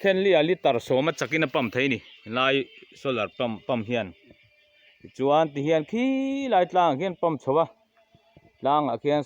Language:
Mizo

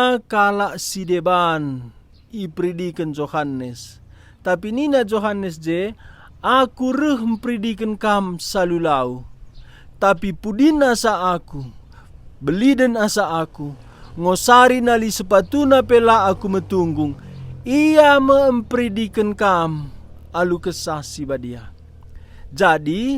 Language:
Batak Karo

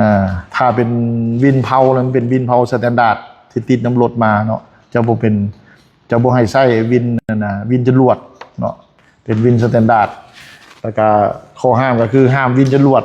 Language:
Lao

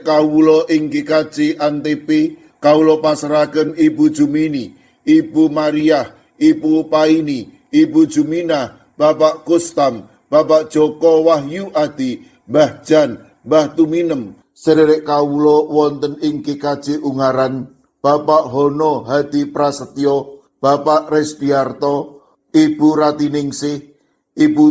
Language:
Javanese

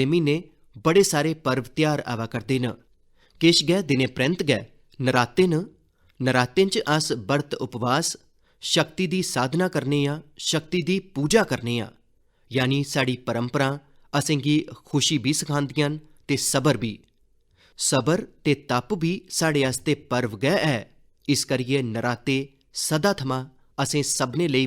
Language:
Dogri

